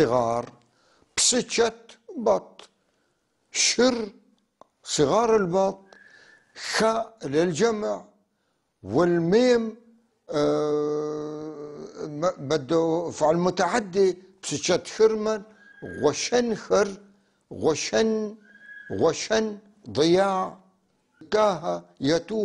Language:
North Levantine Arabic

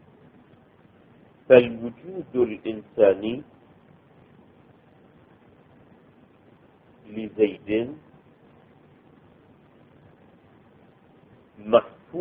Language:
Arabic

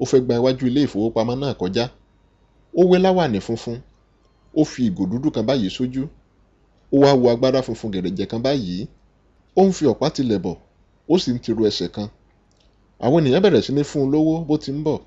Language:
Yoruba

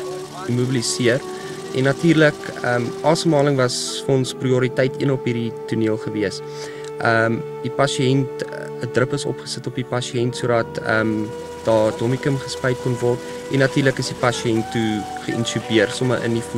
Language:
Afrikaans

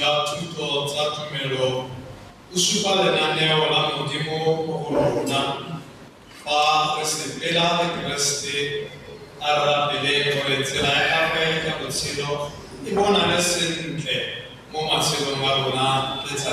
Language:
Tswana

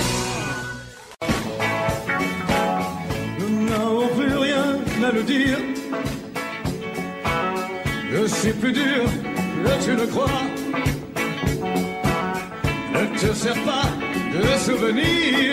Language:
French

